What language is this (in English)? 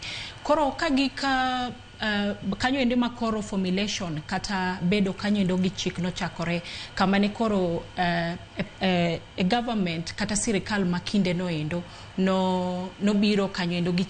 Luo (Kenya and Tanzania)